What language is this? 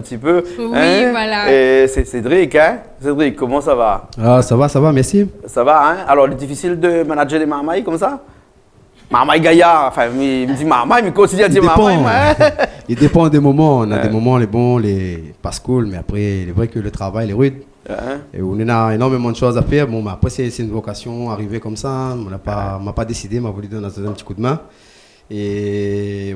Réunion Creole French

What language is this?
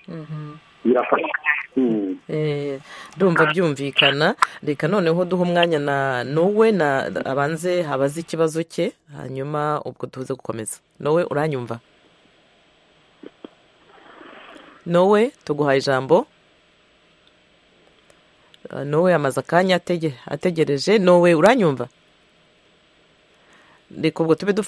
Kinyarwanda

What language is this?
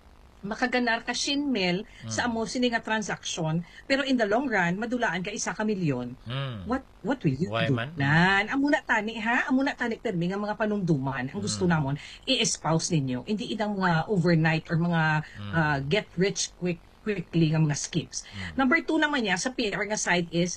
Hiligaynon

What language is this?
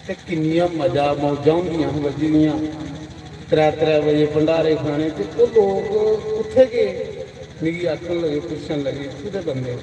Dogri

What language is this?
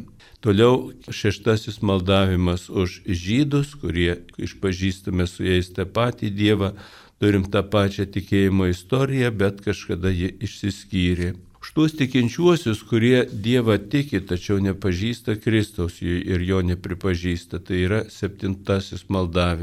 Lithuanian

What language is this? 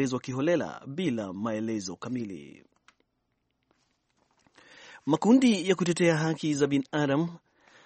Swahili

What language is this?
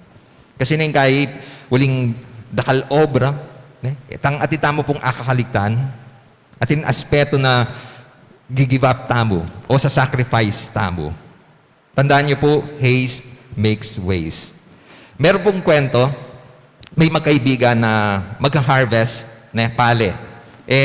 Pampanga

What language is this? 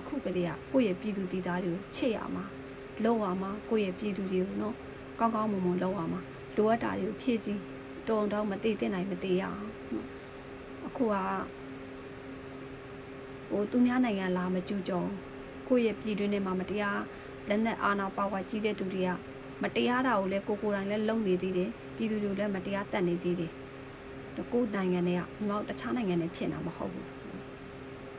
Burmese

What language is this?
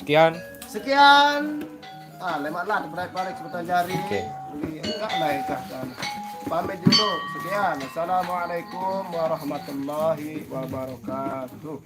Sasak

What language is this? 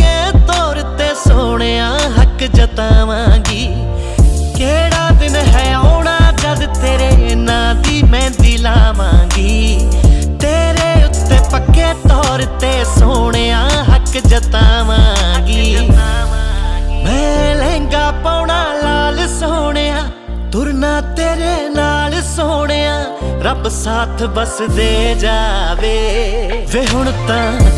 Punjabi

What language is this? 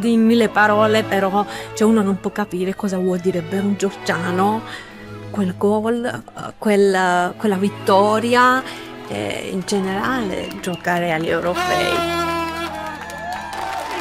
Italian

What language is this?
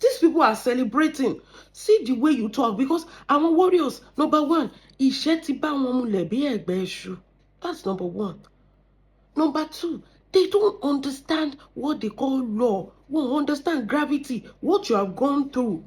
Yoruba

